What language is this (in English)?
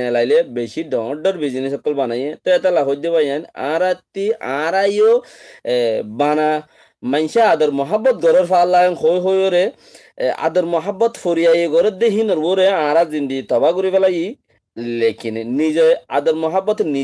Rohingya